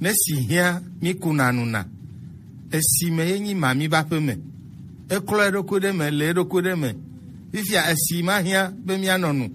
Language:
Gen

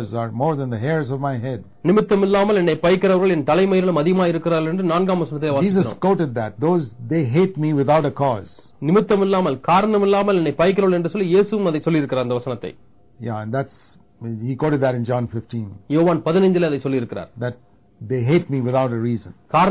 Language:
Tamil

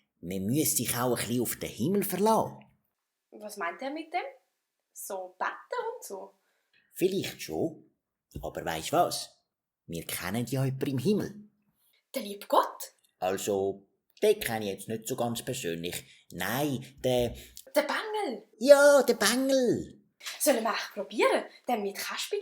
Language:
Swiss German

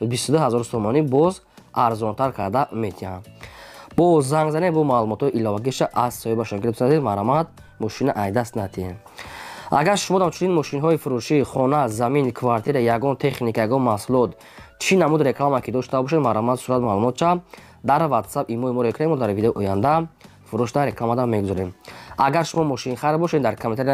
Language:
Tajik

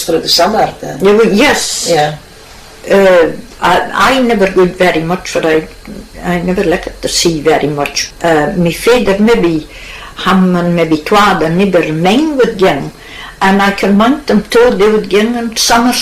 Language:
Scots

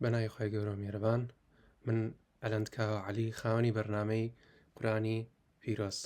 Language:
Central Kurdish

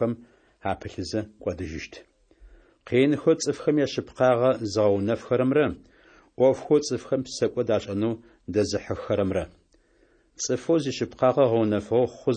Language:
Adyghe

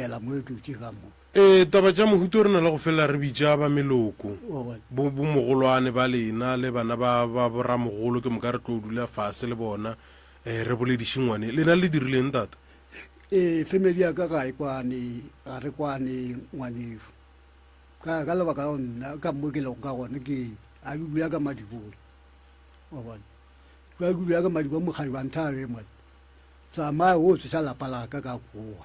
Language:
Northern Sotho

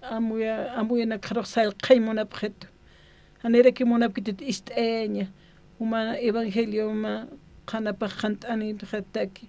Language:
Aymara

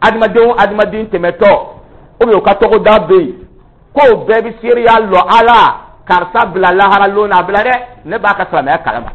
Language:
Dyula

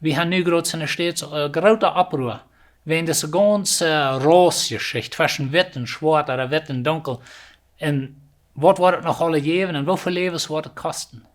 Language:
Plautdietsch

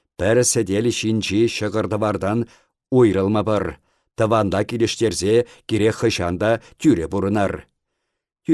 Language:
Chuvash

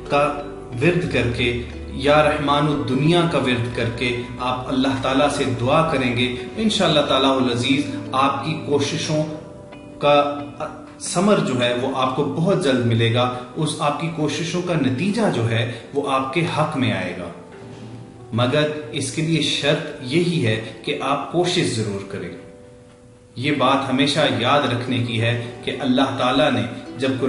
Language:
Urdu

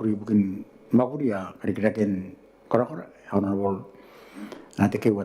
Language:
Gilbertese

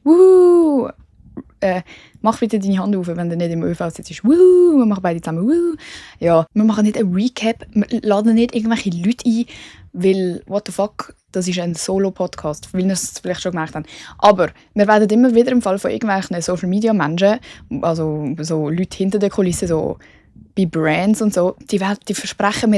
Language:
Swiss German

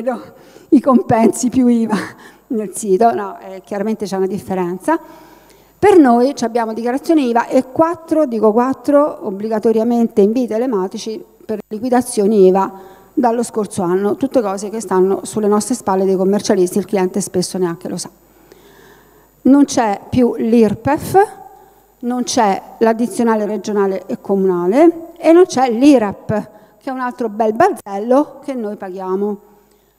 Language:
Italian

